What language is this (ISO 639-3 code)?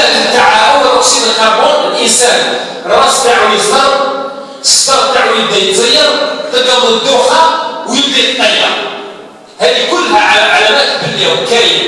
arq